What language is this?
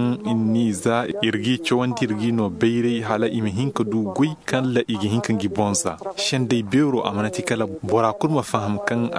Zarma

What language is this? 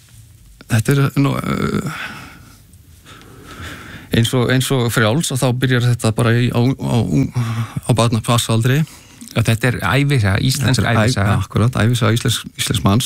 Icelandic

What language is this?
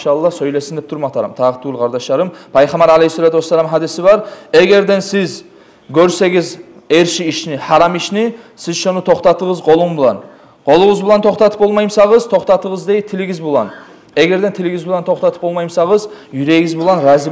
Kumyk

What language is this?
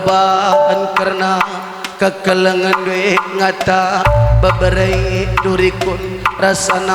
Batak Karo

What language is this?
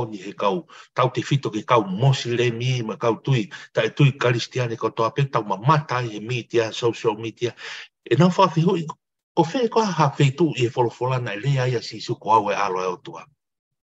Tongan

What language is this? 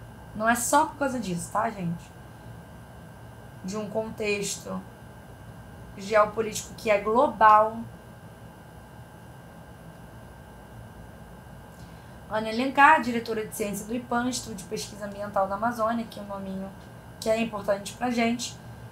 Portuguese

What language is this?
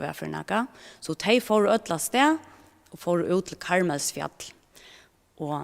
Faroese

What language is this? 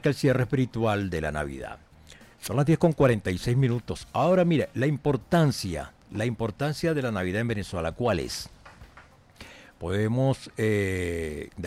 Spanish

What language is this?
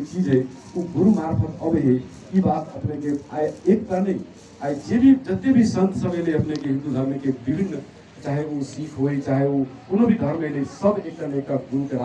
Magahi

